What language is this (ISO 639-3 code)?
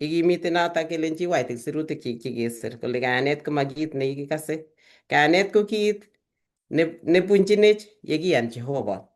kln